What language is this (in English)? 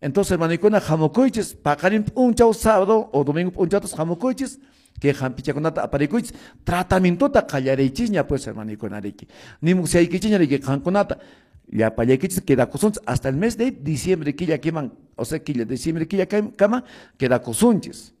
Quechua